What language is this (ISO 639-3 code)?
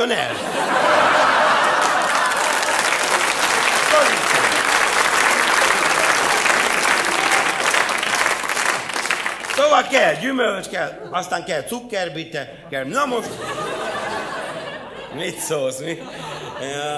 hun